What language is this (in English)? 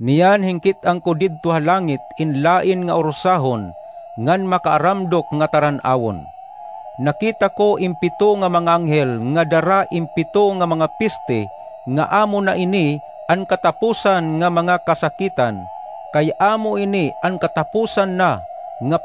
Waray